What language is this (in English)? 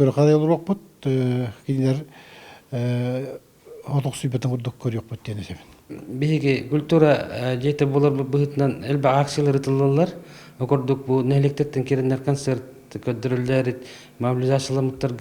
Yakut